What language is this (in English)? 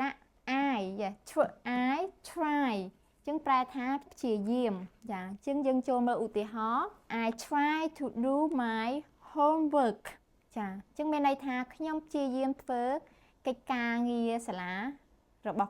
Khmer